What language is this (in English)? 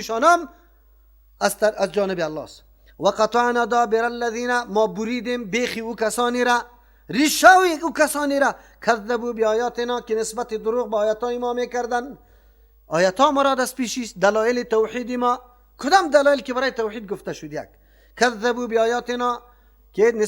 Persian